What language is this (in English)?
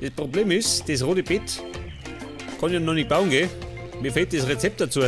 Bavarian